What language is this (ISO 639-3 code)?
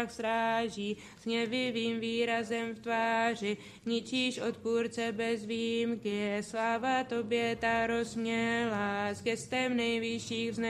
ces